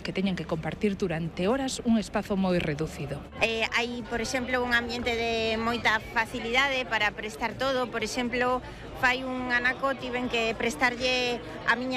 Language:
Galician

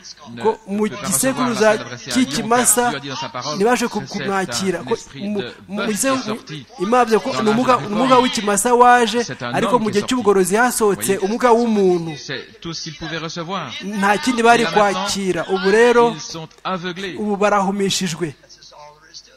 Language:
Kinyarwanda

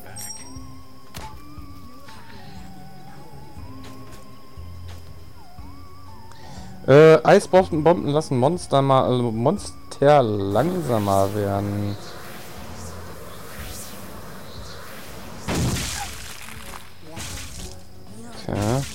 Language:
German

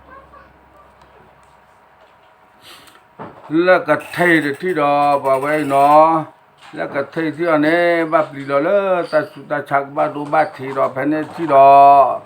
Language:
S'gaw Karen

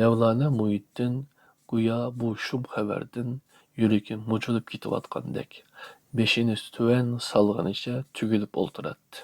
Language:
Uyghur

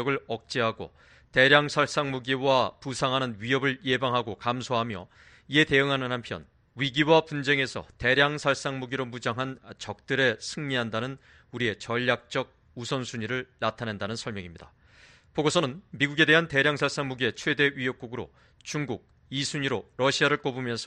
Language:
Korean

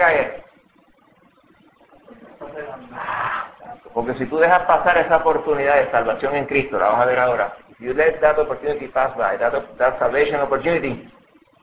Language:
Spanish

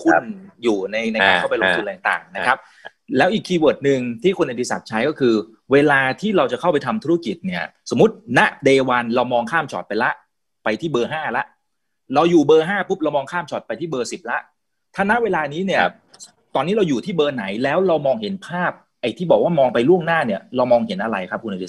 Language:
Thai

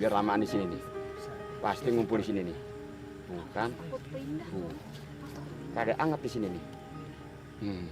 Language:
Betawi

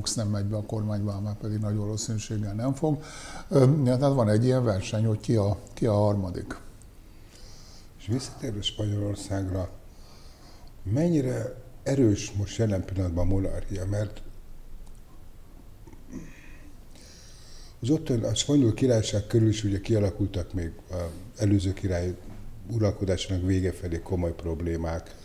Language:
Hungarian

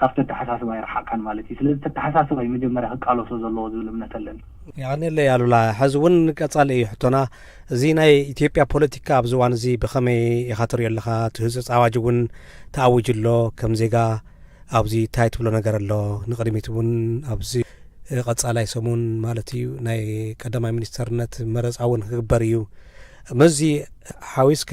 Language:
Tigrinya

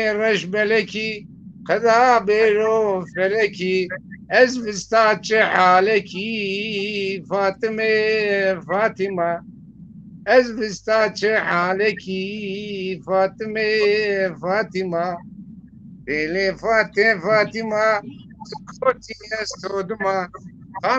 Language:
Zaza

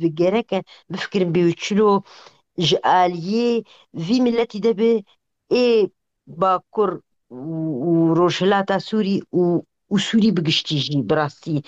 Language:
Kurdish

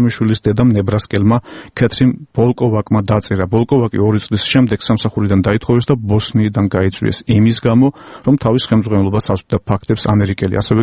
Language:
Georgian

